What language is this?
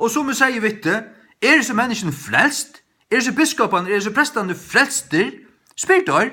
Faroese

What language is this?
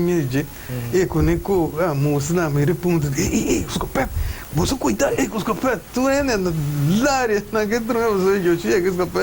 Papiamento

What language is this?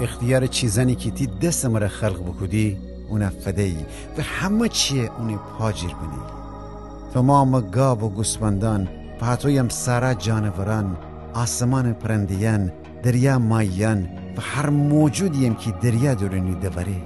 Gilaki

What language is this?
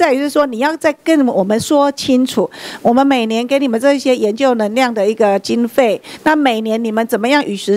Chinese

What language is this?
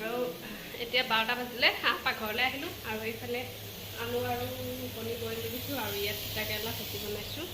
Assamese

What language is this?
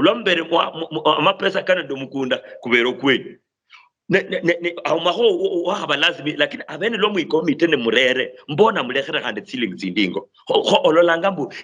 Luyia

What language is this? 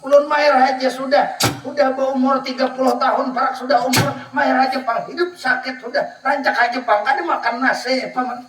Banjar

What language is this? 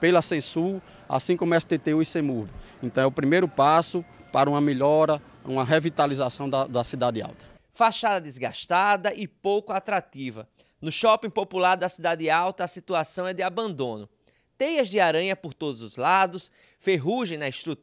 Portuguese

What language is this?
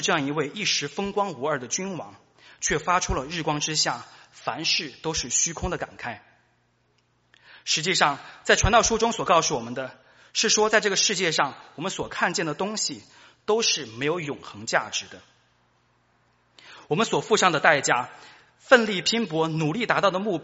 Chinese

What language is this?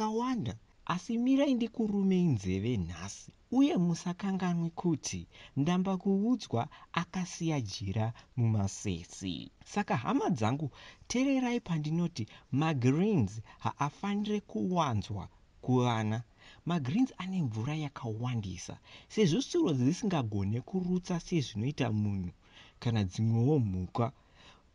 Shona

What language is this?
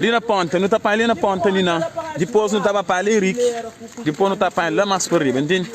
Kabuverdianu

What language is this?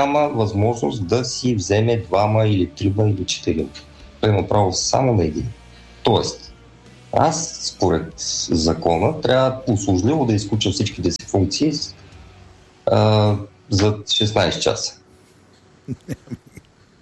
Bulgarian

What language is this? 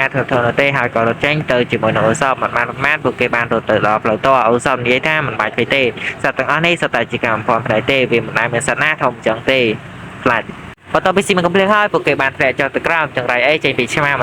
Khmer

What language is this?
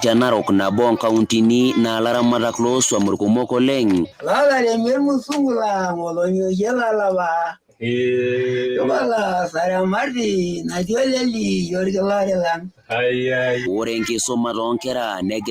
Masai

